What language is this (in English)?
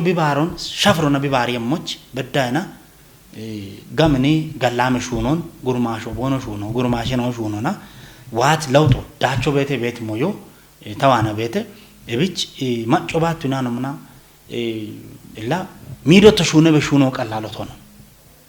Kafa